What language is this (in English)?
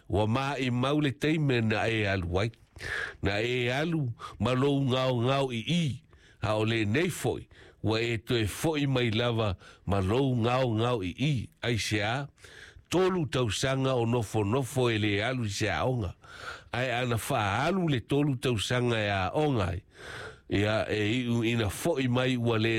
Samoan